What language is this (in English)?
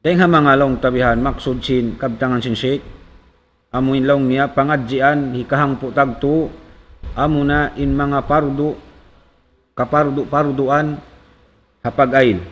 Tausug